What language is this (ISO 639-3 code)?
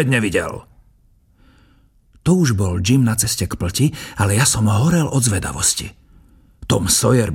slk